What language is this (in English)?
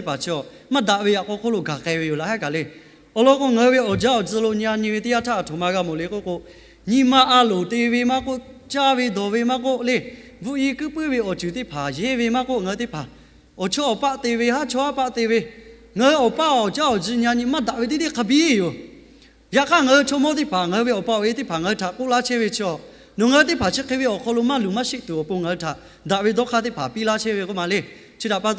Lahu